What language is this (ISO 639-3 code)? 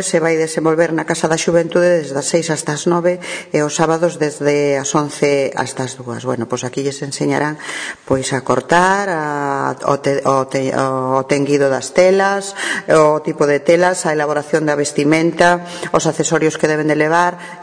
glg